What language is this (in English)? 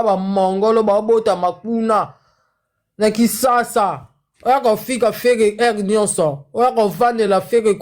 Lingala